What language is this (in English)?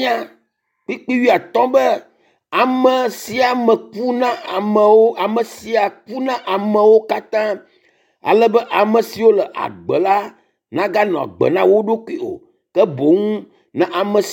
Ewe